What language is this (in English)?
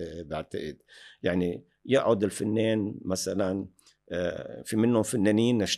North Levantine Arabic